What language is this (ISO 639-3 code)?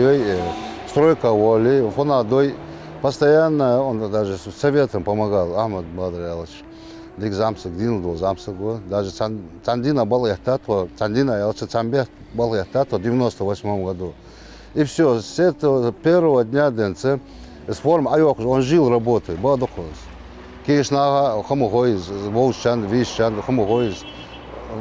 inh